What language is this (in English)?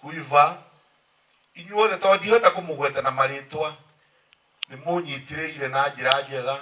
Kikuyu